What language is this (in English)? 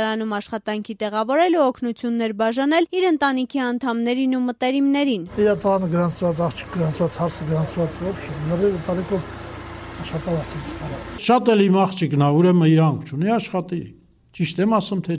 Armenian